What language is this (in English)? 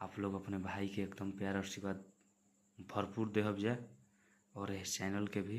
Bhojpuri